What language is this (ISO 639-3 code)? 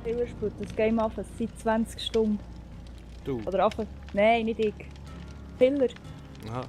gsw